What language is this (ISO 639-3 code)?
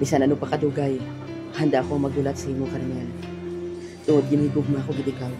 hil